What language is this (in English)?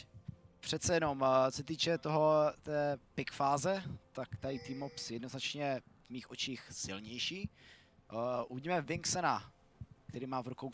Czech